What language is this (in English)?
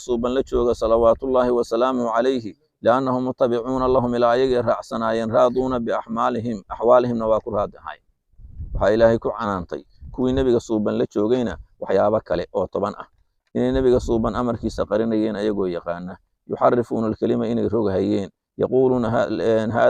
Somali